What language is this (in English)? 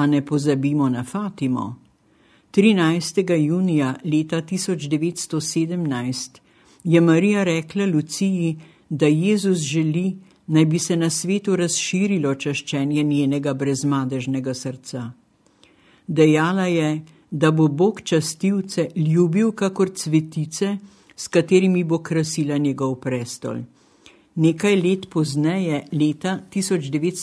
Slovenian